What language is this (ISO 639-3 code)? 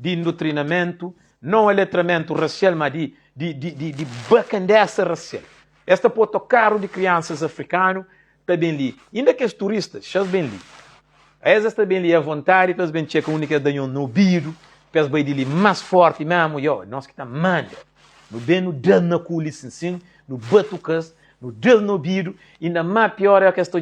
kea